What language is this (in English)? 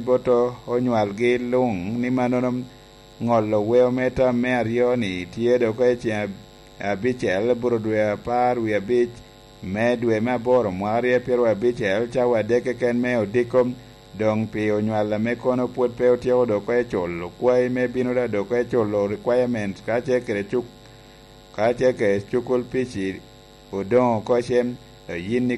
Lango (Uganda)